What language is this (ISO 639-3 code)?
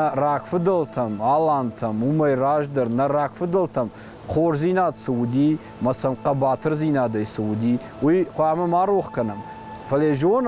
oss